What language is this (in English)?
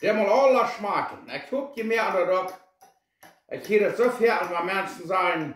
Plautdietsch